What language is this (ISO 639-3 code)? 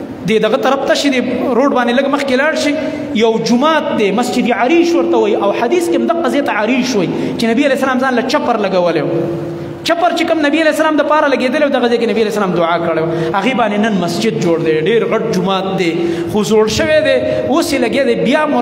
pus